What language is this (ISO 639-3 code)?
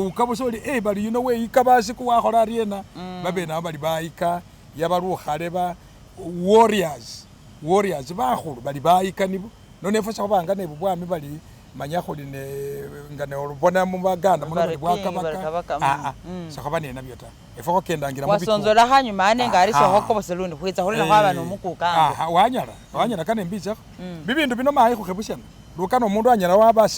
myx